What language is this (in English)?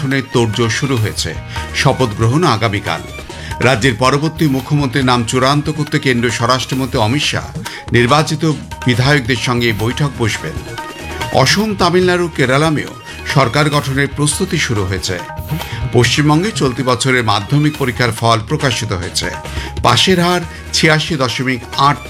Bangla